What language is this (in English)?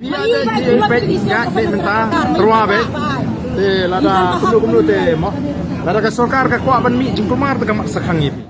Khasi